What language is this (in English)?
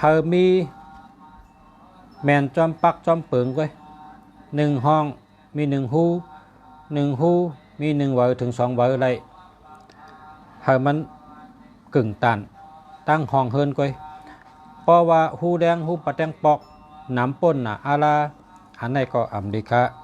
Shan